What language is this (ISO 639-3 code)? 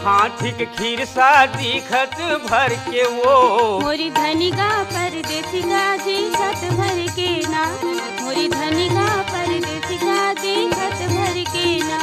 hne